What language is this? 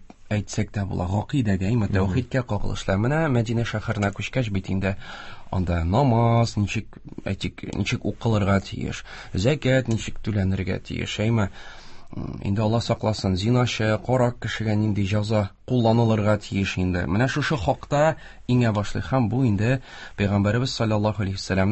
Tatar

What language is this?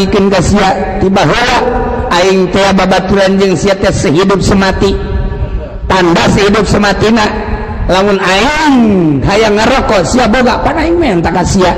Sundanese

